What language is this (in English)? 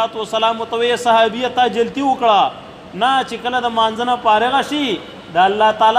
Pashto